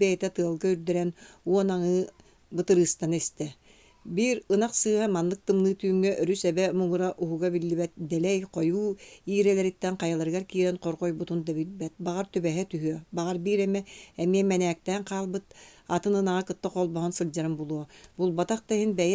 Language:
Yakut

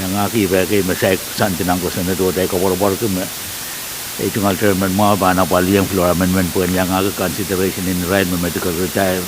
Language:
Pohnpeian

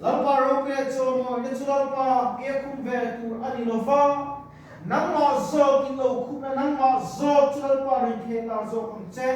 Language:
Mizo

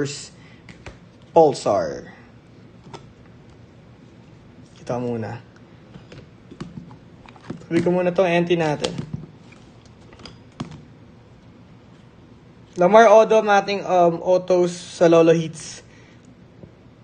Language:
Filipino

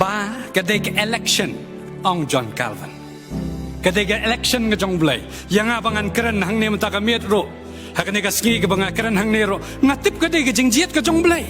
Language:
Khasi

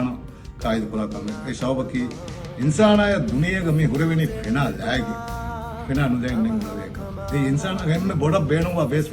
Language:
Divehi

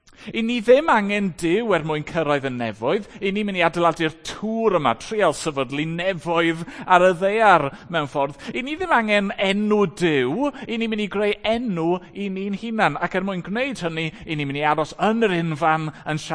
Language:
Welsh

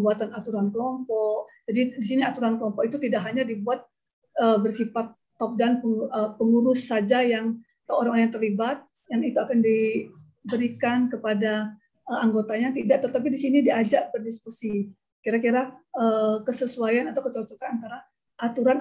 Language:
Indonesian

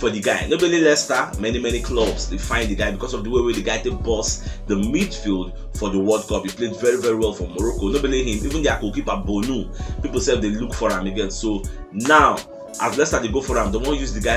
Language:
Nigerian Pidgin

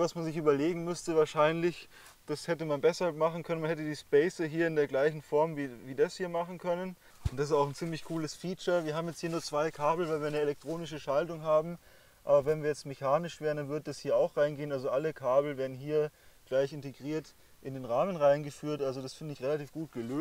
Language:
German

